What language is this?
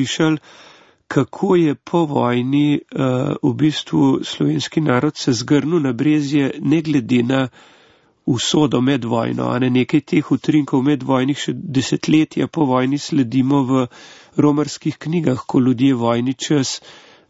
Slovenian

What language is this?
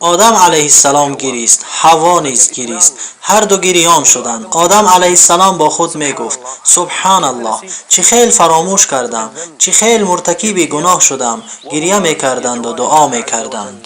Tajik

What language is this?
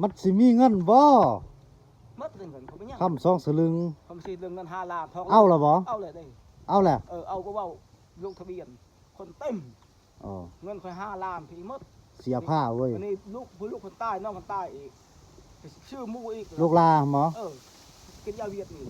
Northeastern Thai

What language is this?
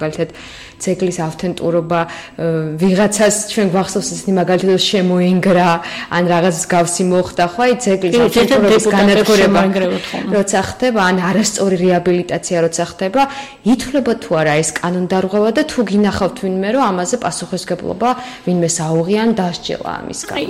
Georgian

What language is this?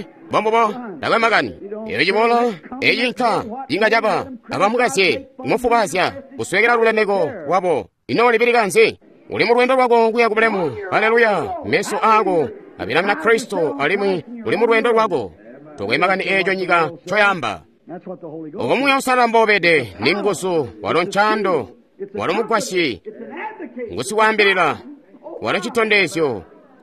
Tonga (Zambia)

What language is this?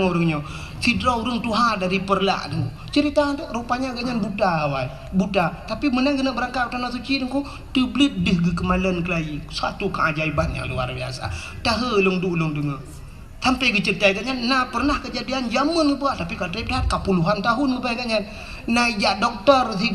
Achinese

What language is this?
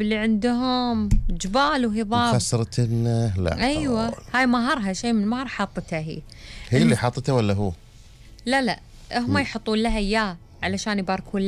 Gulf Arabic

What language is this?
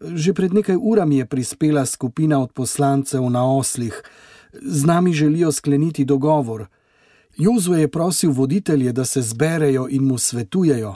Slovenian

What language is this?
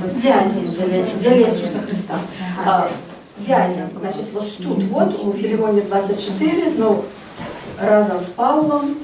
Belarusian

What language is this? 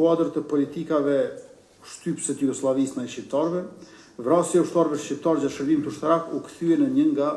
Albanian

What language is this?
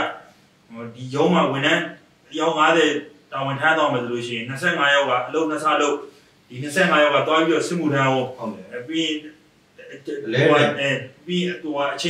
Burmese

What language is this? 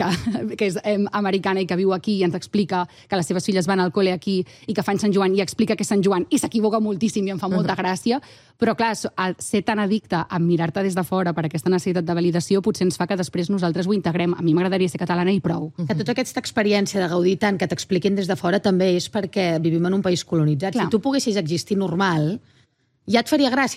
Catalan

